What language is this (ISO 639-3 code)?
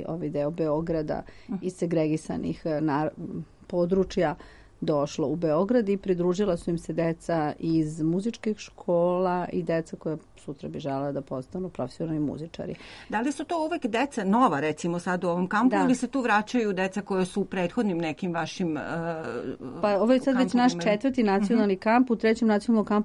srp